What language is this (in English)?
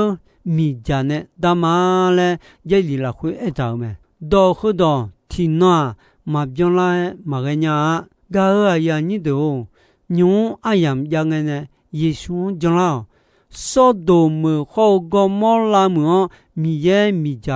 Akha